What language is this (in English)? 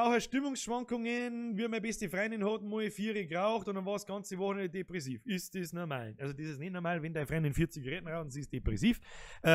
Bavarian